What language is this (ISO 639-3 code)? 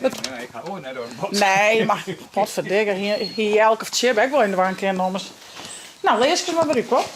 fry